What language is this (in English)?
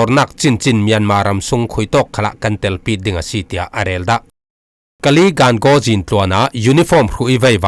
Falam Chin